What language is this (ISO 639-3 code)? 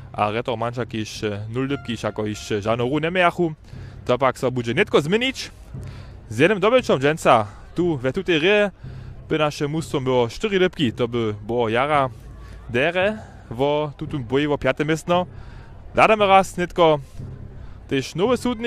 hsb